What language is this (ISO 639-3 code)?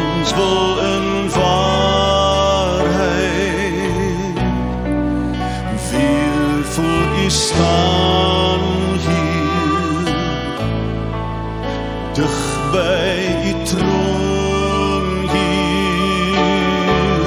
afr